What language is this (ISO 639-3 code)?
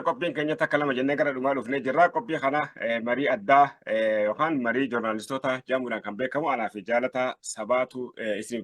orm